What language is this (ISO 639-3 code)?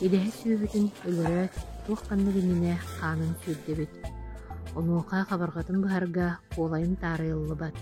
sah